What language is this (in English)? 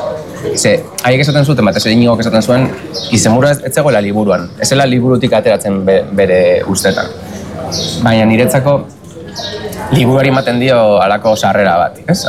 Basque